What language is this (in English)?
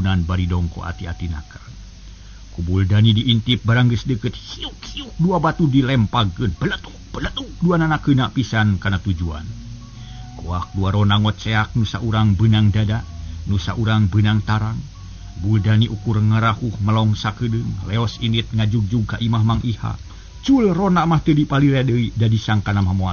Sundanese